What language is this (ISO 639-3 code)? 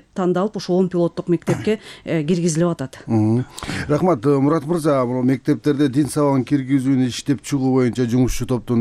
kir